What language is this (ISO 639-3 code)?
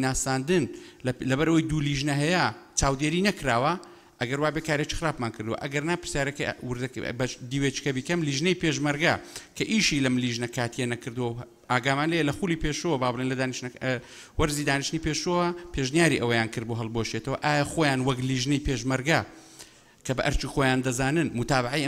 ckb